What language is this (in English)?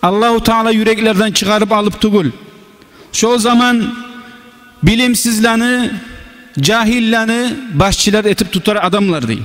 Kumyk